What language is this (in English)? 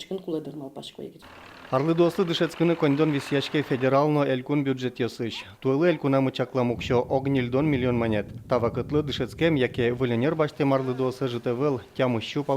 Udmurt